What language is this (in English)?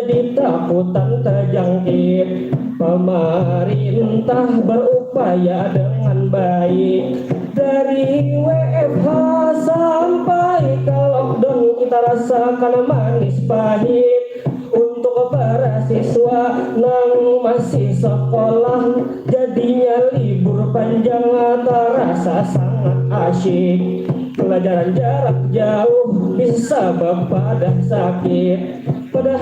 Banjar